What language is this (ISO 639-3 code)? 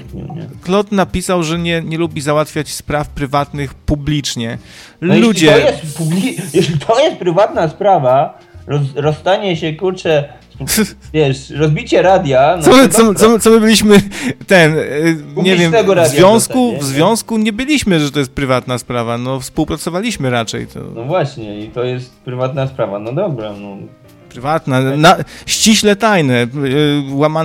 pol